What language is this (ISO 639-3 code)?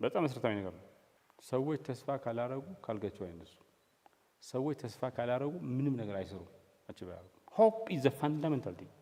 amh